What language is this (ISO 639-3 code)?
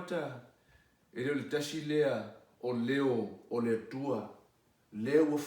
smo